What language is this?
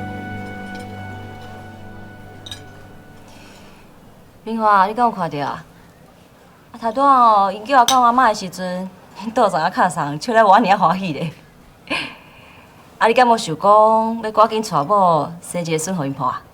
Min Nan Chinese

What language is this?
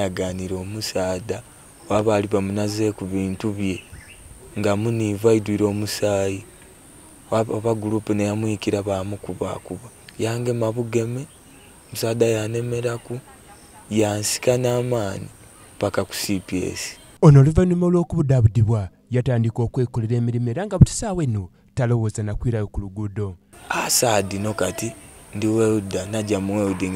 Soga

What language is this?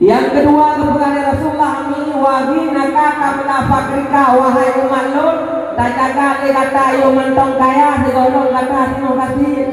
Achinese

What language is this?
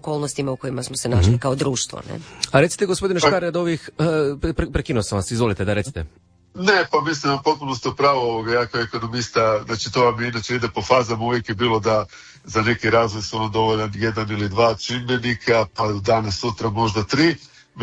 Croatian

